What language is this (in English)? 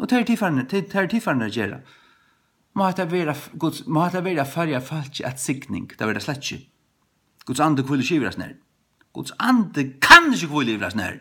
Faroese